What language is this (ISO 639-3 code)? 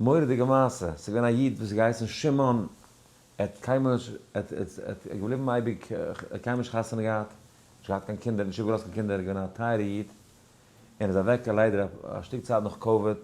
yid